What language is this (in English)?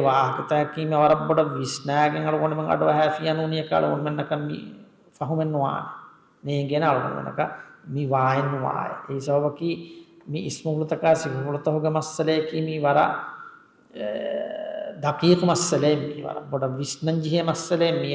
Divehi